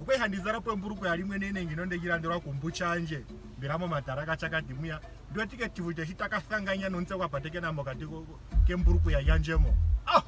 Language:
Ndonga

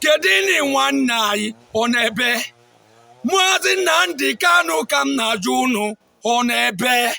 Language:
Igbo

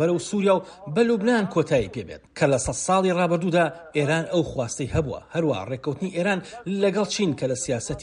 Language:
Central Kurdish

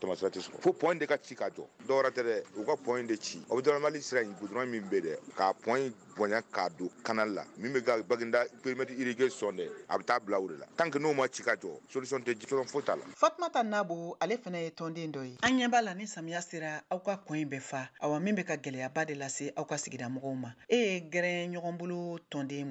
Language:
Bambara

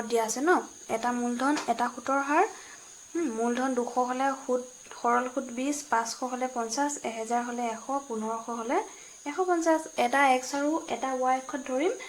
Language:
Assamese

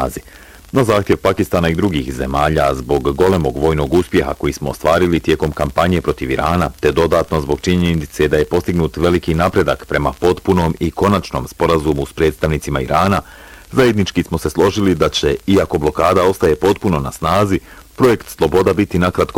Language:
Bosnian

